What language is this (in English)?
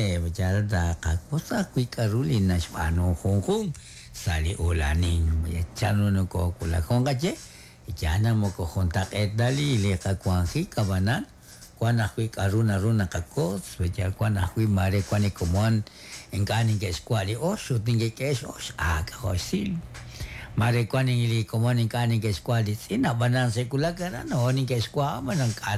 Kekchí